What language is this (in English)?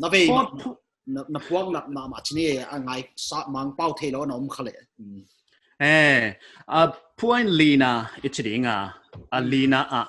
Paite Chin